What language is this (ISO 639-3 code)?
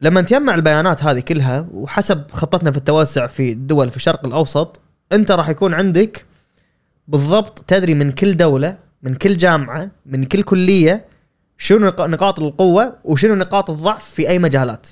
afb